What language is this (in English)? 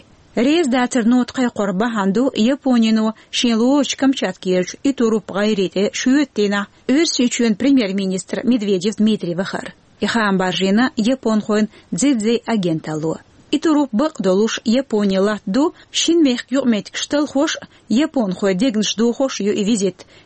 Chechen